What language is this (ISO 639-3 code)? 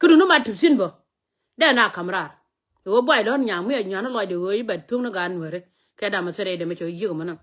nus